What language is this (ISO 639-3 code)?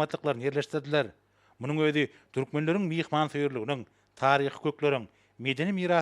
tuk